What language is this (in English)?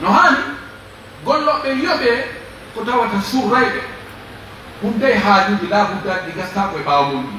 Pular